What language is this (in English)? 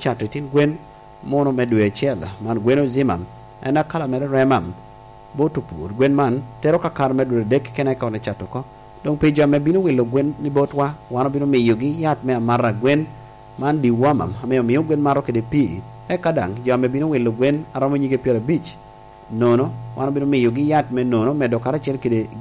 Lango (Uganda)